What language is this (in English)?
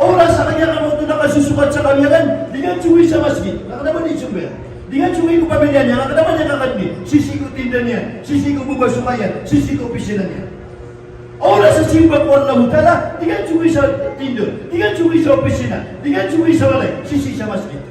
Maranao